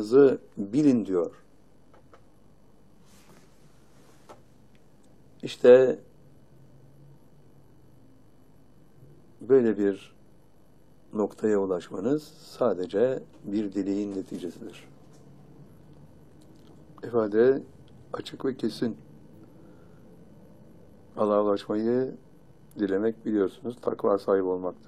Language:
Turkish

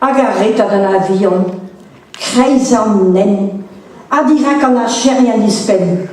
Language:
Breton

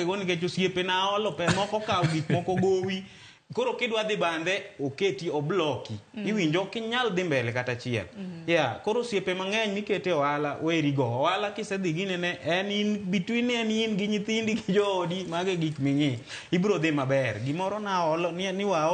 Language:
Luo (Kenya and Tanzania)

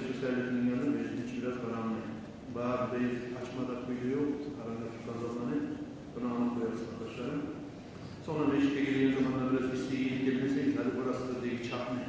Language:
Kumyk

